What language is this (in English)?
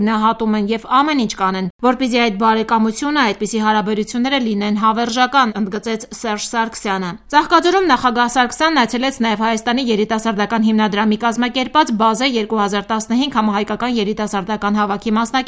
Armenian